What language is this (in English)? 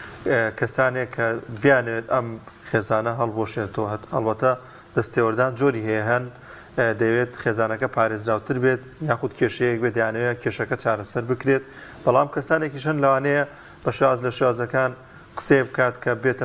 Central Kurdish